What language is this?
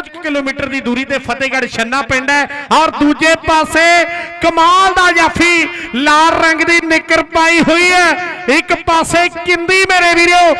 Punjabi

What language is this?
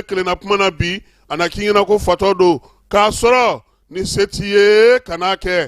Bambara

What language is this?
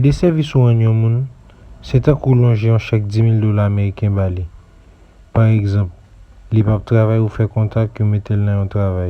Haitian Creole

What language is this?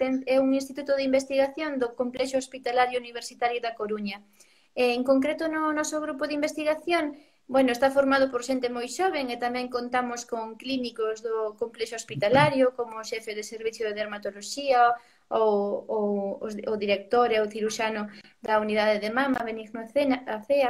Galician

